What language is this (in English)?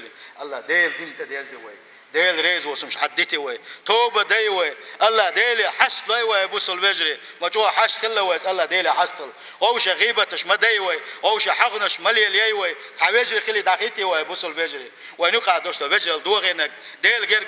Chechen